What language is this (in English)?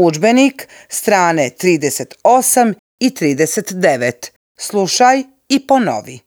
Serbian